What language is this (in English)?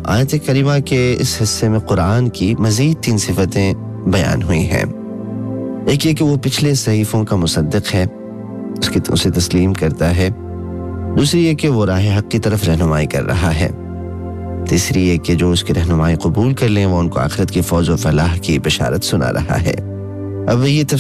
Urdu